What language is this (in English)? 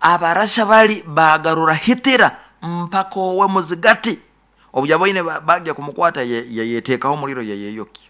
Nyoro